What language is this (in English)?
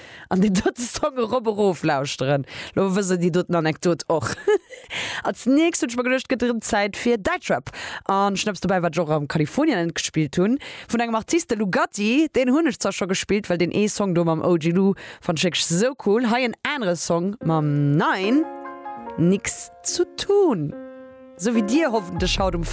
Luxembourgish